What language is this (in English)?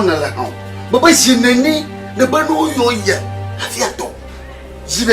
Ewe